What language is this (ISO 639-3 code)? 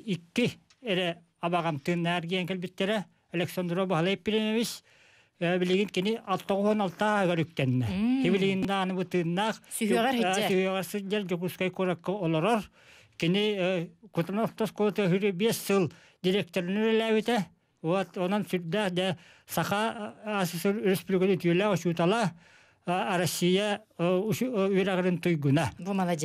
sah